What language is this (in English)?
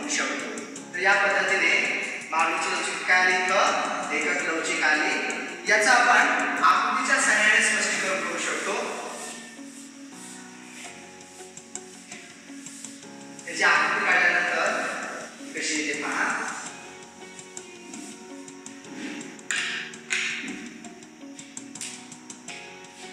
Marathi